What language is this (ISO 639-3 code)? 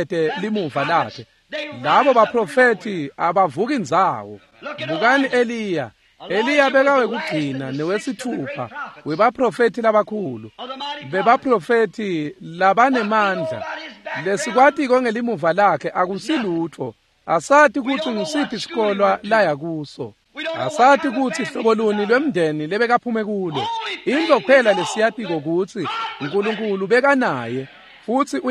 ssw